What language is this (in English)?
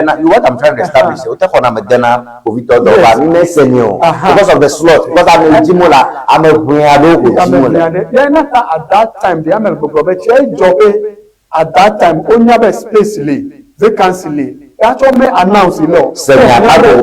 Ewe